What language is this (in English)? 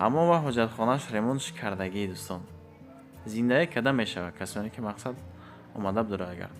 Tajik